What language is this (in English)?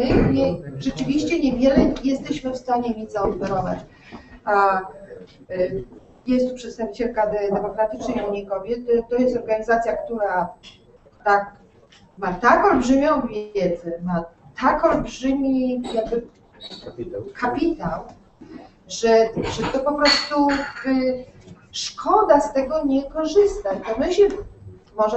Polish